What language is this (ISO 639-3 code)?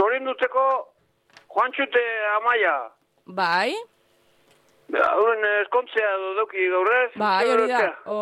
eus